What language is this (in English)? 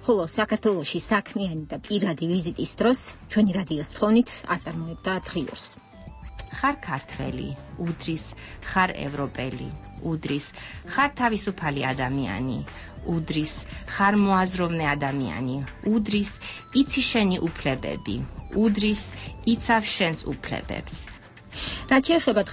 Georgian